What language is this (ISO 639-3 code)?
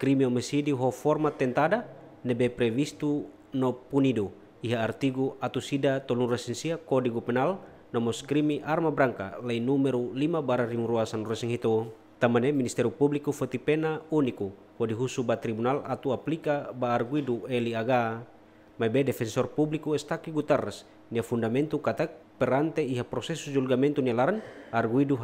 tet